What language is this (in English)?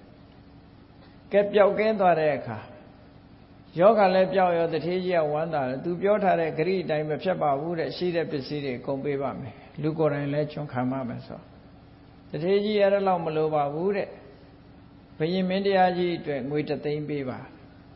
Burmese